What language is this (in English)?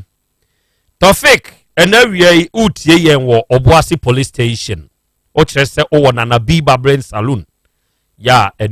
Akan